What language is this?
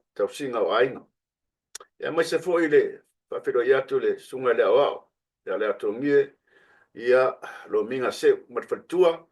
Samoan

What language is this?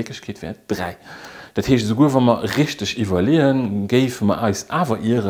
Luxembourgish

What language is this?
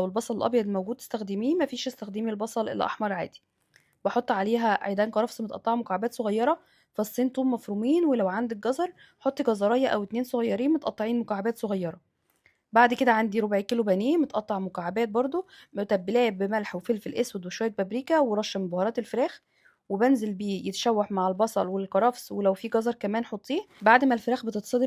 Egyptian Arabic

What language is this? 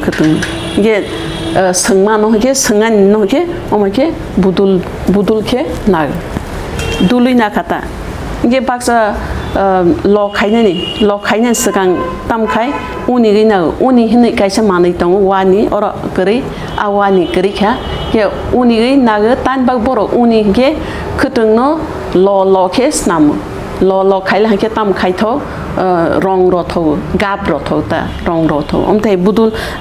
Kok Borok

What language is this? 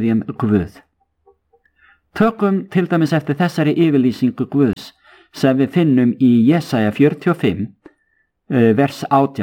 Icelandic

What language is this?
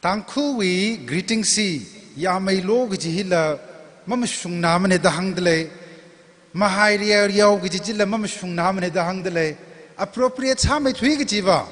Tangkhul Naga (India)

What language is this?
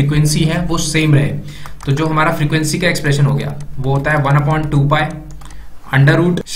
Hindi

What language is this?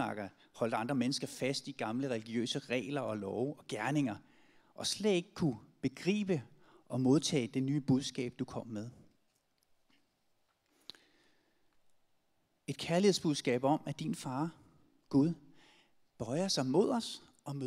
Danish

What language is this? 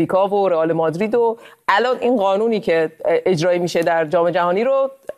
Persian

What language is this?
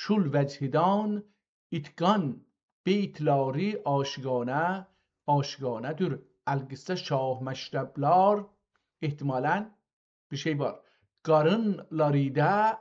South Azerbaijani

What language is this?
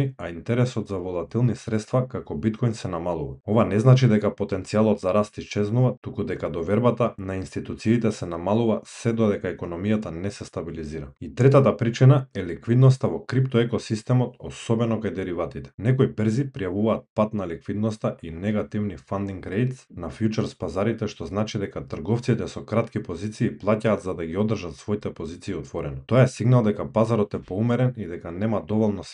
Macedonian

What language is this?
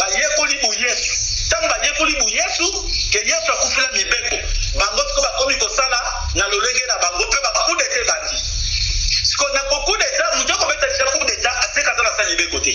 Lingala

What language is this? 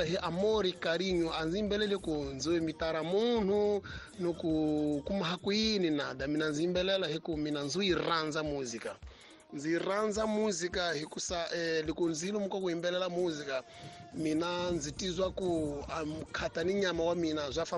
Tsonga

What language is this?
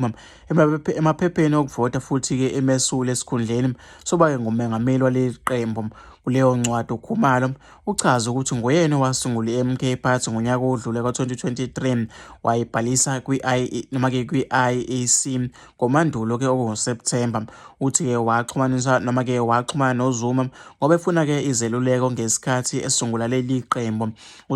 Zulu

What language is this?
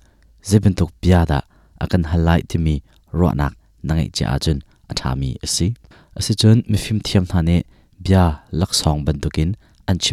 Hakha Chin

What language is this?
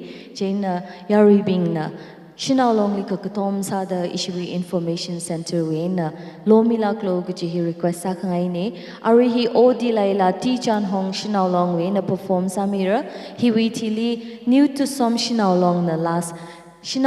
Tangkhul Naga (India)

